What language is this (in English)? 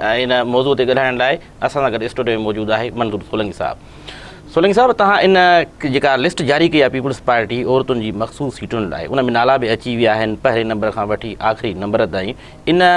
Sindhi